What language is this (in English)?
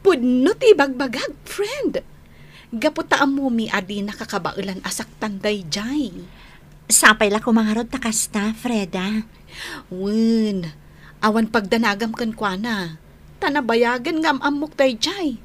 Iloko